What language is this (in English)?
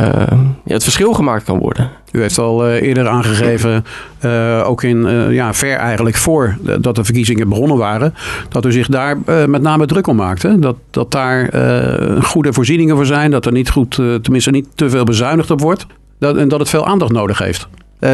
Dutch